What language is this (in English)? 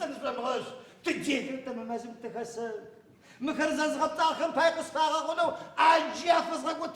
Adyghe